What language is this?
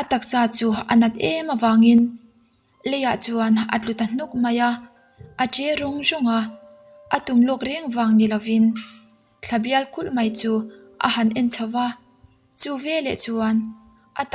Mizo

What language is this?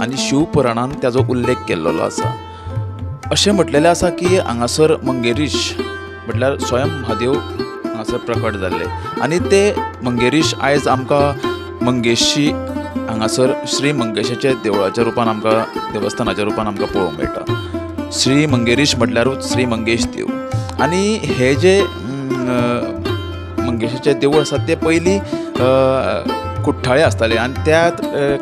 Konkani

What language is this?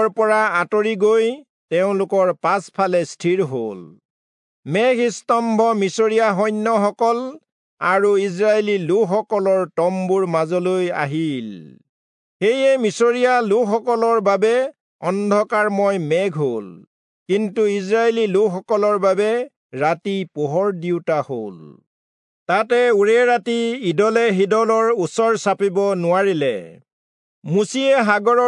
Assamese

